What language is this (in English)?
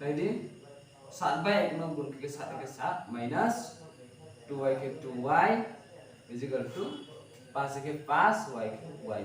Riang (India)